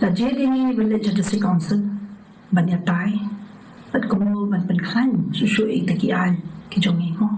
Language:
Khasi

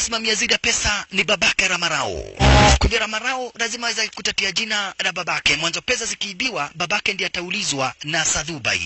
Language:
Swahili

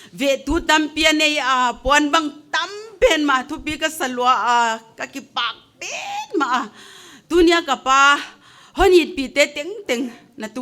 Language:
Paite Chin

